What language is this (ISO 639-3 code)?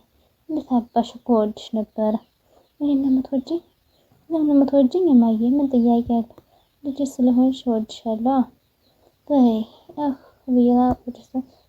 amh